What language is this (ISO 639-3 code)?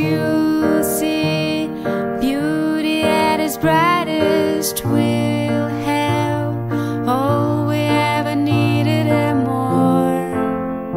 eng